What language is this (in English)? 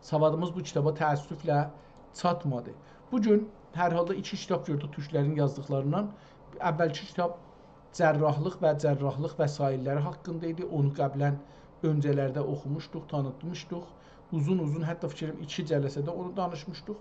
South Azerbaijani